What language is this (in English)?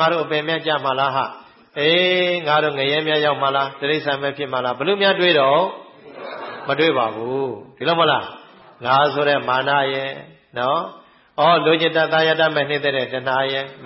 Burmese